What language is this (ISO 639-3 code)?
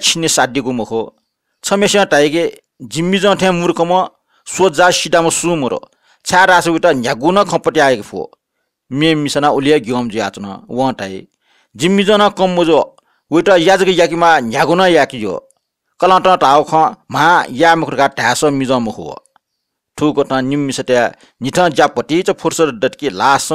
new